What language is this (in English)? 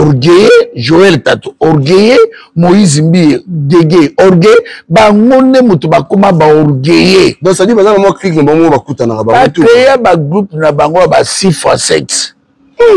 Lingala